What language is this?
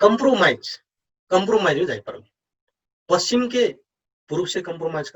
Dangaura Tharu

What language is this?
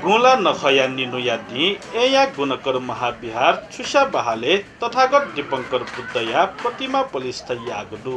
Newari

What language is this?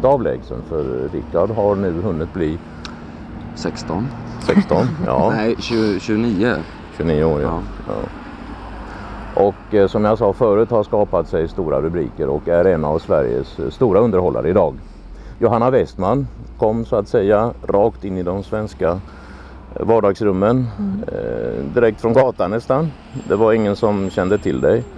Swedish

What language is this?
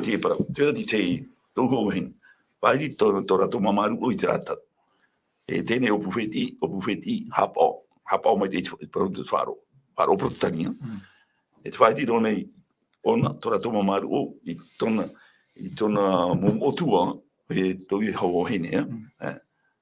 Tahitian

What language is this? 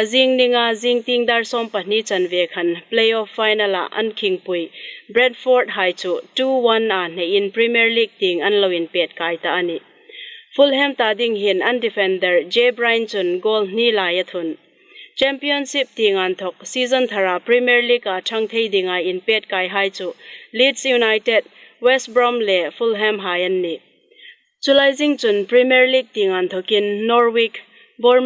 Hmar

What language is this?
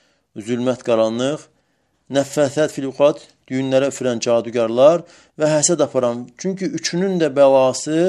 Azerbaijani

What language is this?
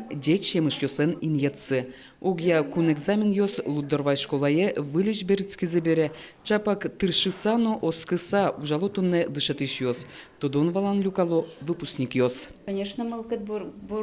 Udmurt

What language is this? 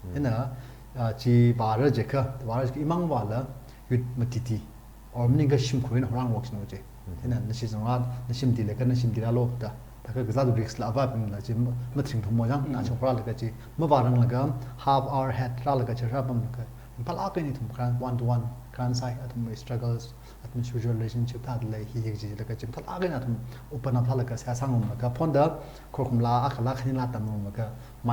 Tangkhul Naga (India)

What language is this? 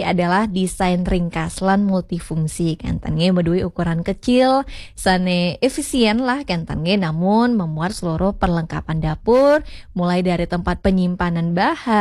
Balinese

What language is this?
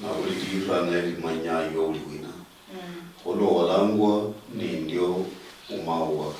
Luyia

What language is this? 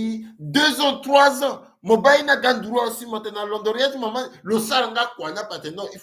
Sango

